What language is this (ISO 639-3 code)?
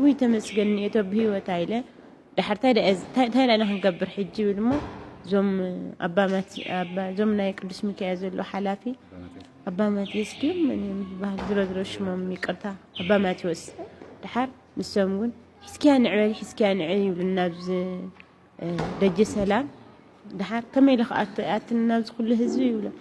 tir